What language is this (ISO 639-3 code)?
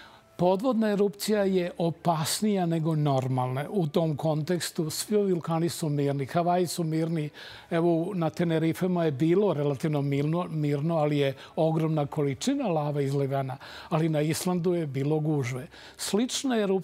srp